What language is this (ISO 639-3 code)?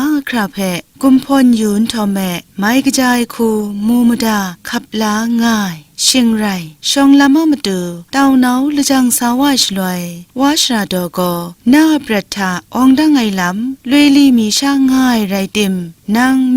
kac